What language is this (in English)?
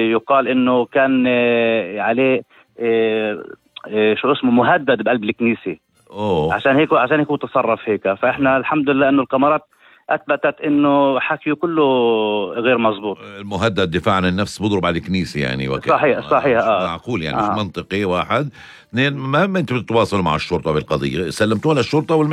North Levantine Arabic